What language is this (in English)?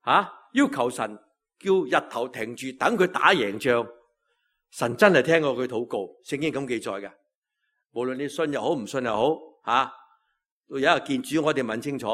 Cantonese